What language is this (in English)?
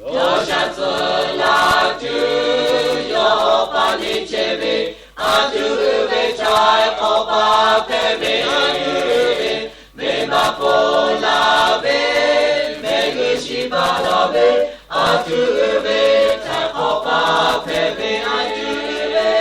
Lahu